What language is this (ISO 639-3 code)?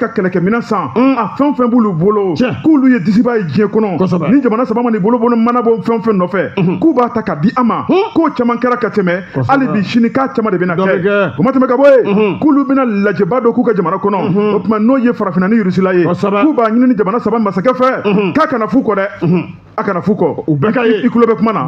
bam